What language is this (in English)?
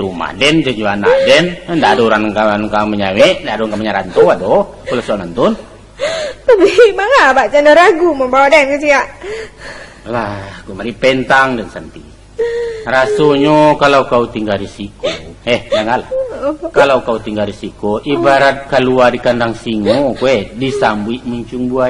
Minangkabau